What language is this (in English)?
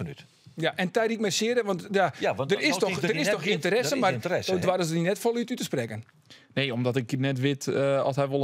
Western Frisian